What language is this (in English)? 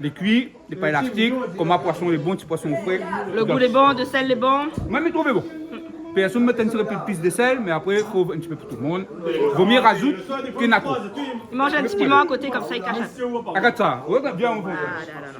Réunion Creole French